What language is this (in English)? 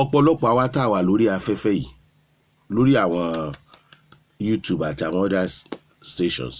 Yoruba